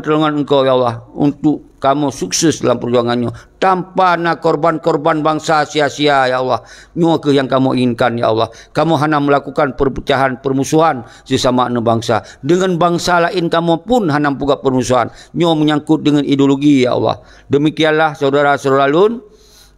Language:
Achinese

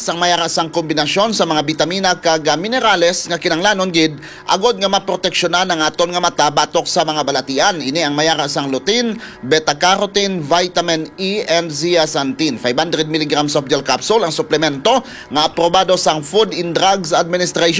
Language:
Hiligaynon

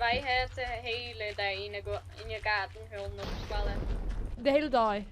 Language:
Western Frisian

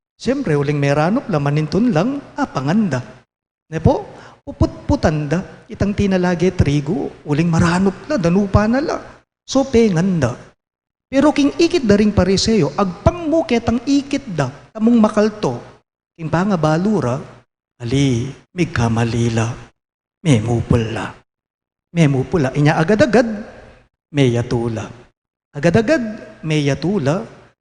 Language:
Pampanga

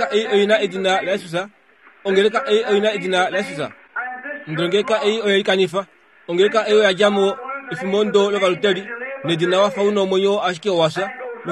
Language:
Kuanyama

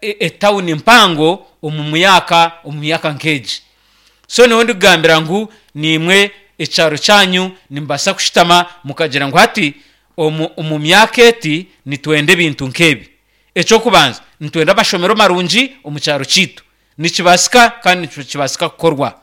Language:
Nyankole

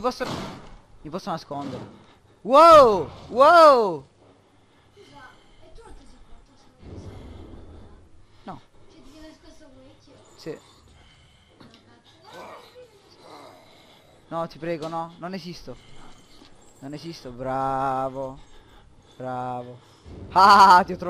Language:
Italian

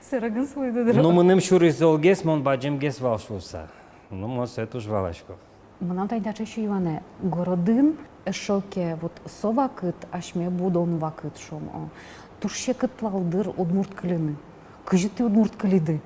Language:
Udmurt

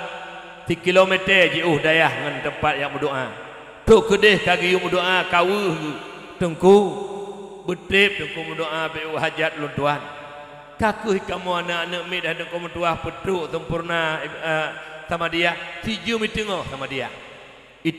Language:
Achinese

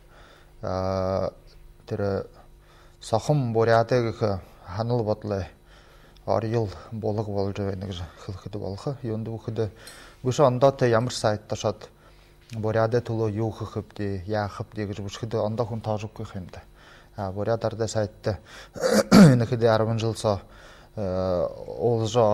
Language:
Buriat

